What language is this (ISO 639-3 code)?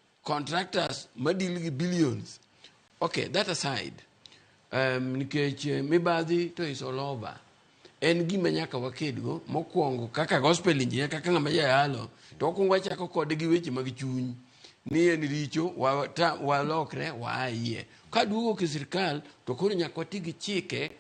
luo